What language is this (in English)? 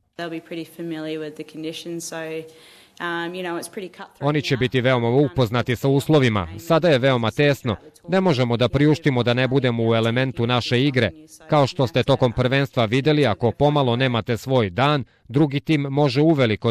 Serbian